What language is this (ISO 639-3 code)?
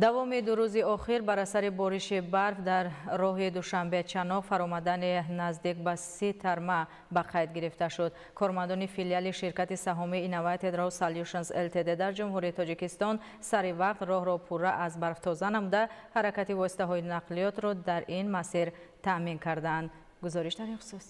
tgk